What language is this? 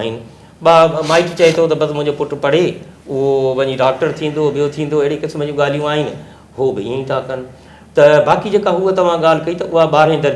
Sindhi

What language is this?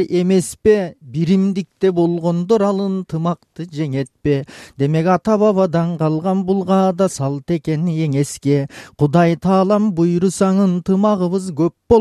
Kyrgyz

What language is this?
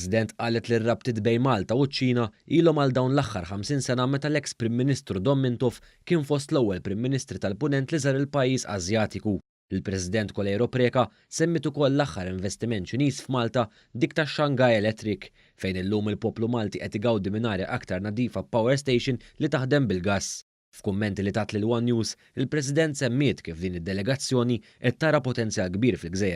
Maltese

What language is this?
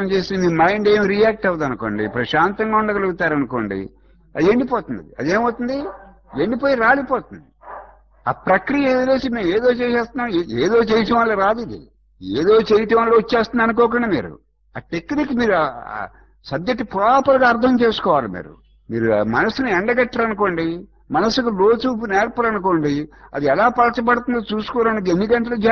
Telugu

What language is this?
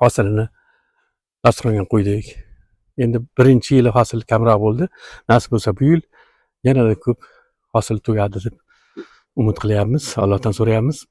Uzbek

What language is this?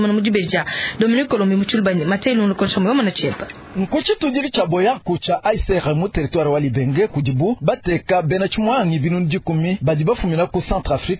Luba-Lulua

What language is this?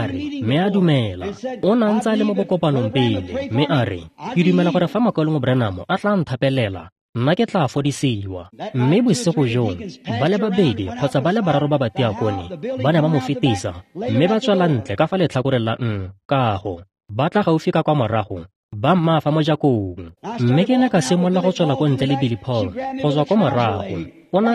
Tswana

